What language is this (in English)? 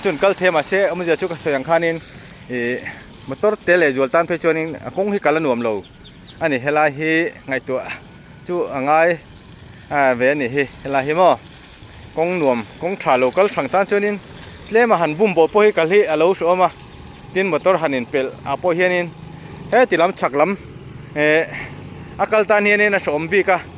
Mizo